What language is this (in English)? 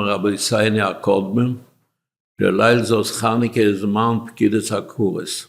Yiddish